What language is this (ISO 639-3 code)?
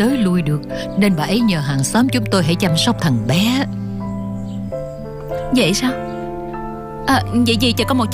vie